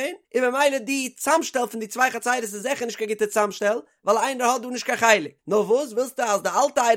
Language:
Yiddish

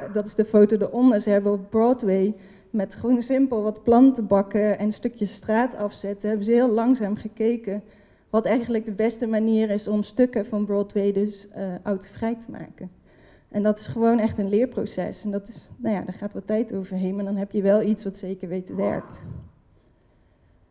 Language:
Dutch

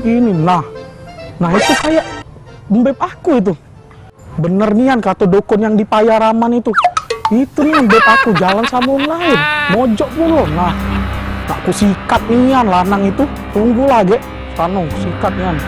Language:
Musi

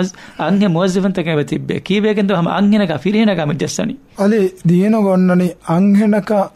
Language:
Divehi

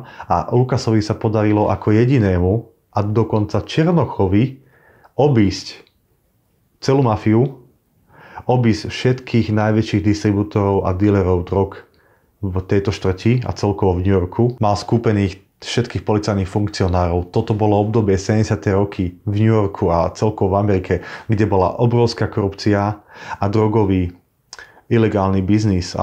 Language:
Slovak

